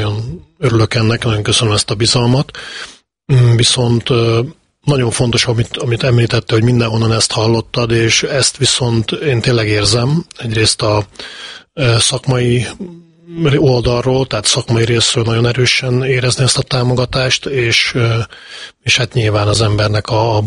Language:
Hungarian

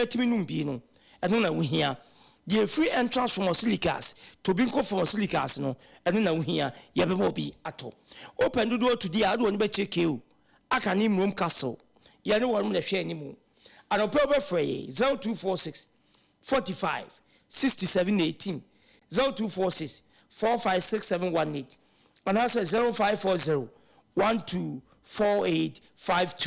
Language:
Akan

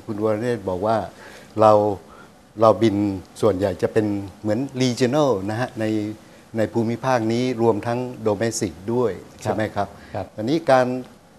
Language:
Thai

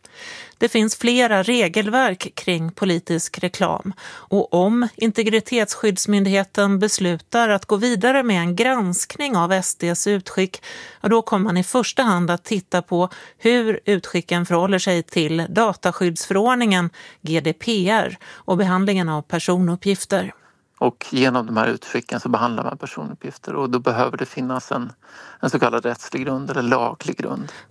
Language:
Swedish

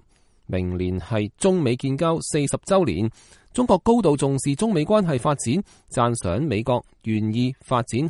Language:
Cantonese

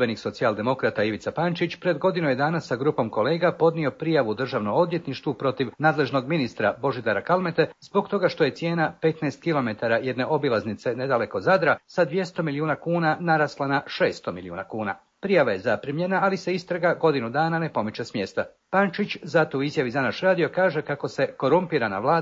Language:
Croatian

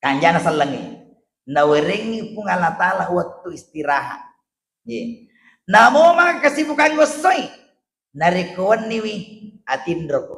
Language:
Buginese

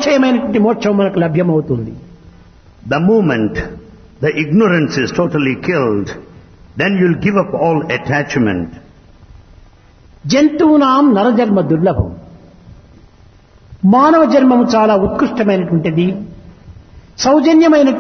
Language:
Telugu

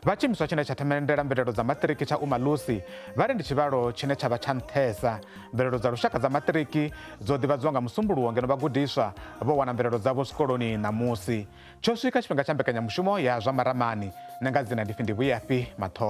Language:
Venda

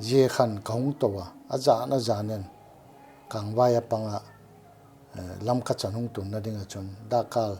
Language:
Paite Chin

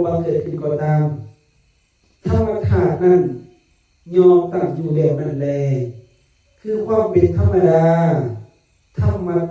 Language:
Lao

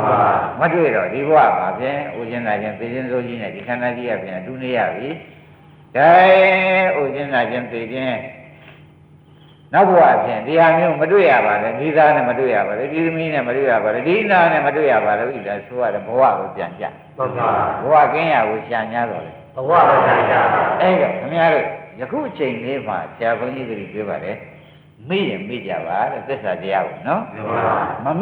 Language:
Burmese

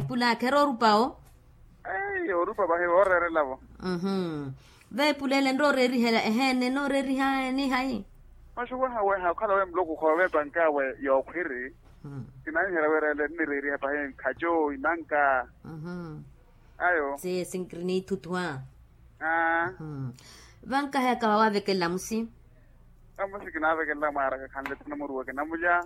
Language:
Makhuwa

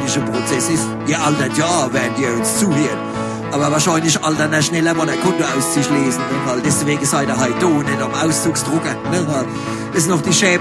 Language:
Palatine German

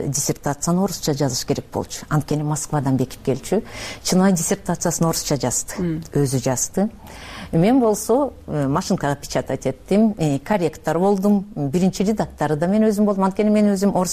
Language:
Kyrgyz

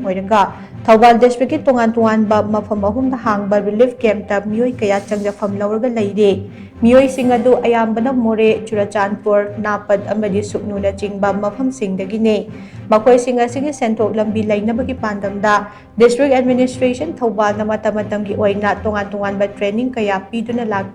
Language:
Manipuri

